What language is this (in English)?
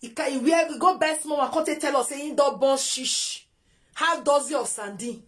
Nigerian Pidgin